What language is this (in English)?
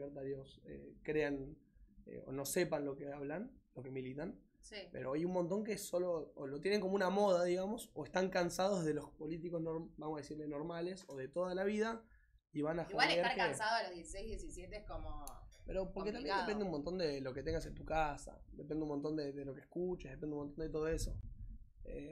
Spanish